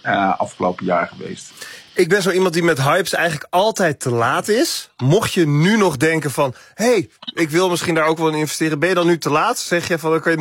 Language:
Dutch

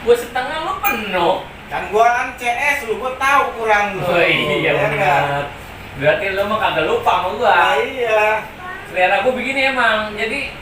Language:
Betawi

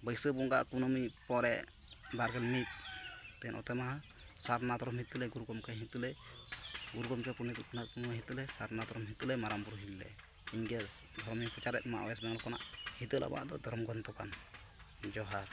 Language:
Santali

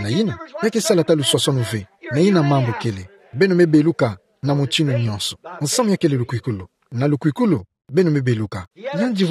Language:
Kituba (Democratic Republic of Congo)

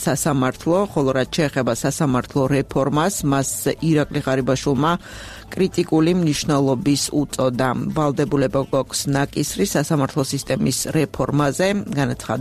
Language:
Georgian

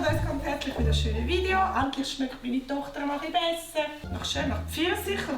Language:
Swiss German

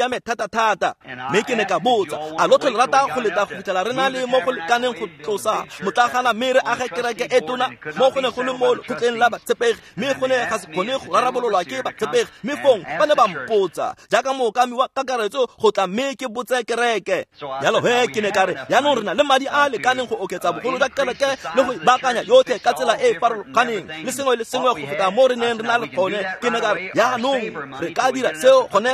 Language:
Tswana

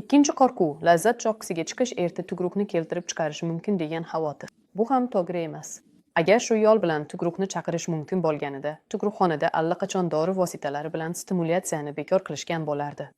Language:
Uzbek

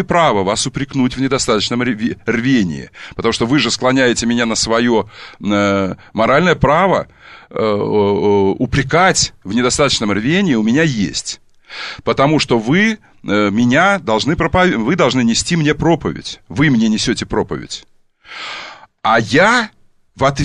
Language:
Russian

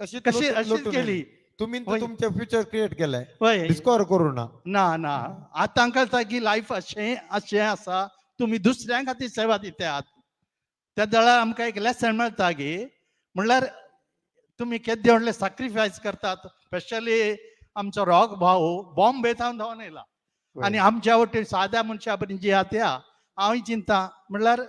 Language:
Konkani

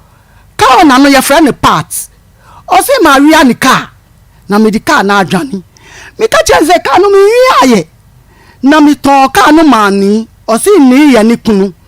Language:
Akan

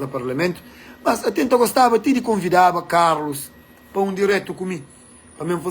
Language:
Kabuverdianu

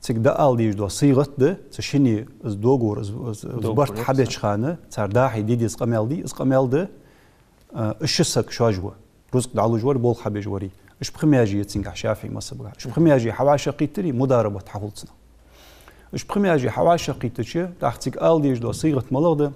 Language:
Ingush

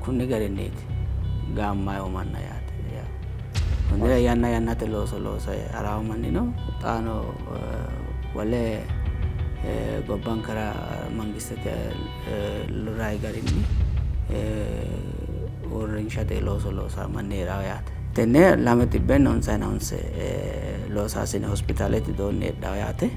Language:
Sidamo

